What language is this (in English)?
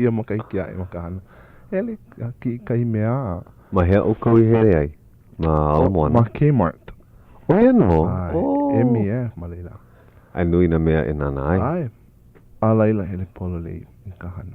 Hawaiian